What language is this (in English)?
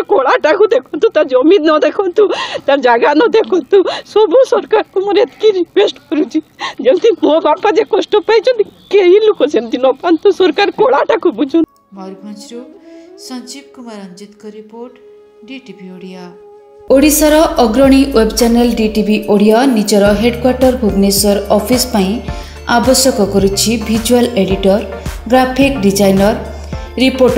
Odia